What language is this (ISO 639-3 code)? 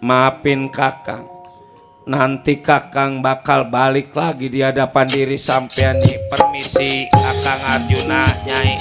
bew